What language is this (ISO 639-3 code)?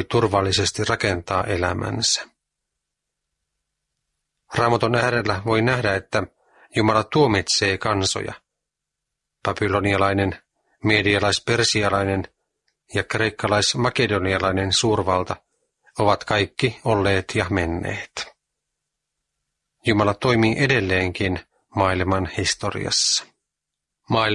fin